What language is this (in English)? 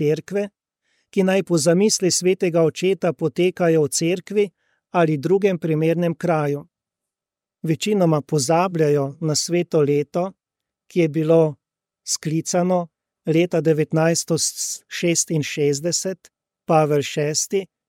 Slovenian